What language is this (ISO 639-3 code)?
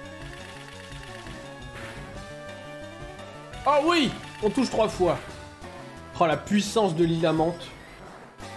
fra